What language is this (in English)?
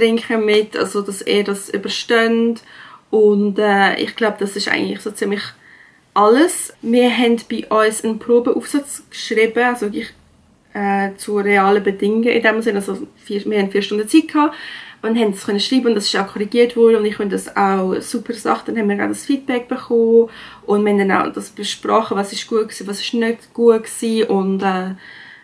Swiss German